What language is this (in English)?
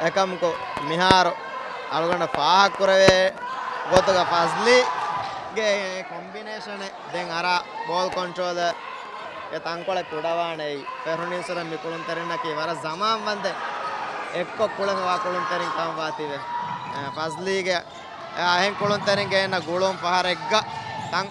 Divehi